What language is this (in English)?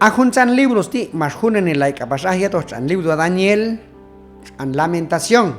Q'anjob'al